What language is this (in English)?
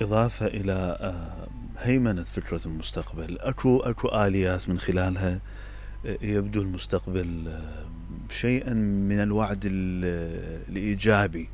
Mesopotamian Arabic